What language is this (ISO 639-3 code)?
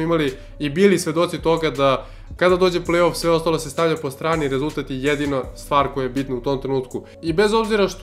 srp